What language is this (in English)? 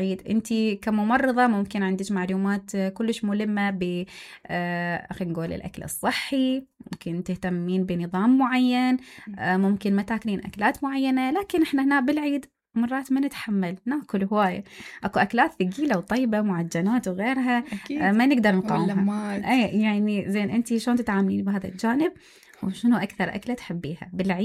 Mesopotamian Arabic